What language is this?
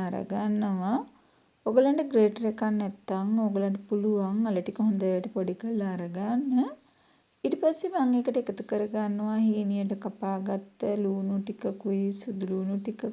Sinhala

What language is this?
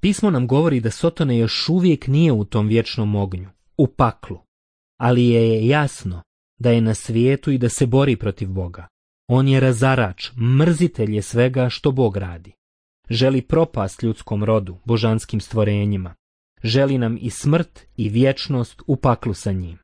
Croatian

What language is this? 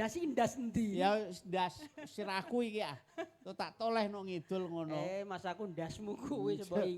Javanese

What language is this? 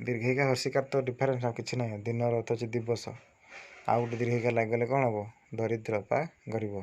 Odia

